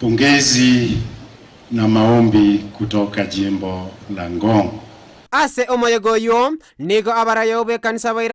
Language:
Gusii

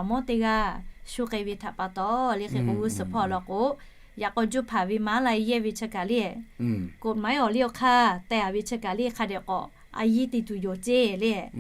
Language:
Lahu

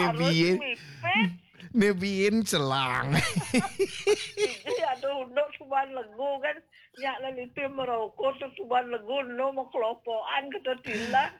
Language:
Balinese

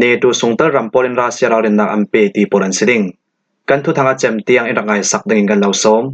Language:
Falam Chin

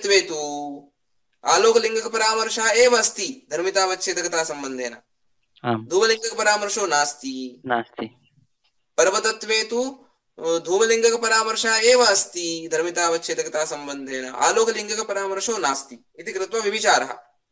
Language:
Sanskrit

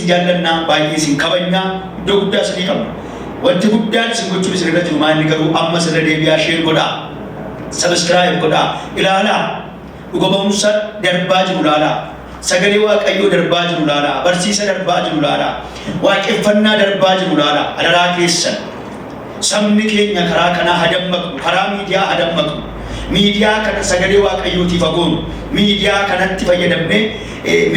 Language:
Oromo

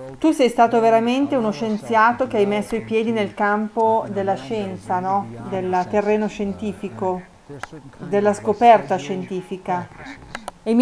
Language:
Italian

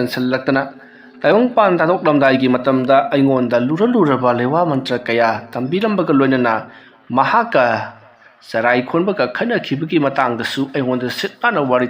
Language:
Manipuri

